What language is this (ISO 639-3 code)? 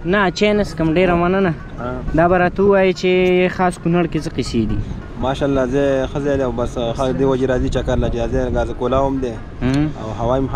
pus